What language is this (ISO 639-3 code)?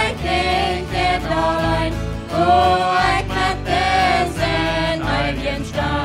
pdt